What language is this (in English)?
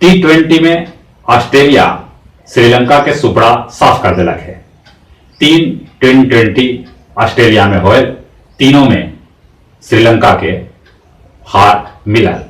Magahi